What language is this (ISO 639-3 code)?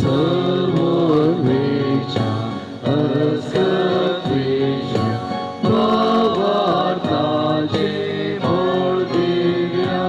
kok